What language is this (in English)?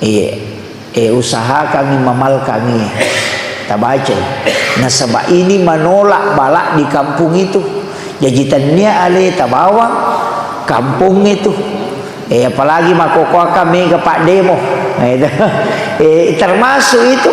Buginese